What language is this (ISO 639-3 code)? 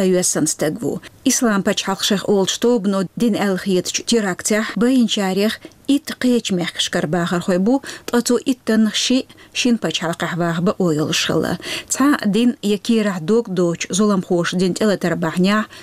che